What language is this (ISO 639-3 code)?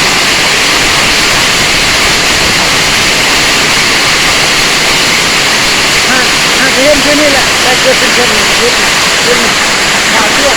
lao